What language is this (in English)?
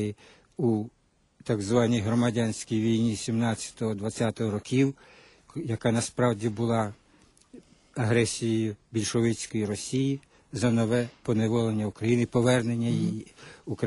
Ukrainian